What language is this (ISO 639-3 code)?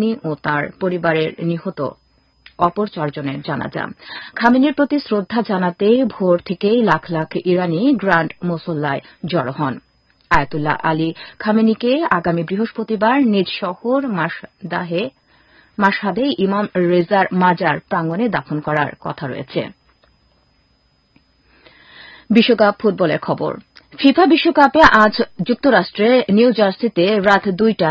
ben